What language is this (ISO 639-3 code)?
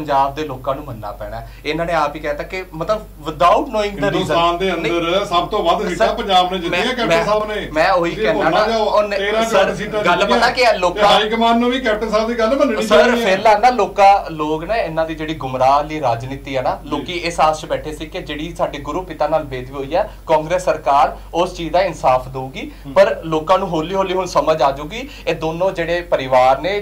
pan